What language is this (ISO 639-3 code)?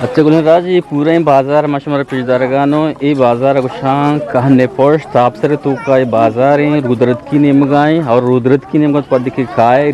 bgp